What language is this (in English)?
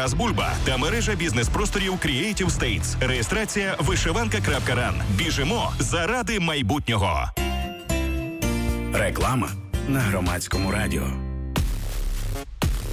Ukrainian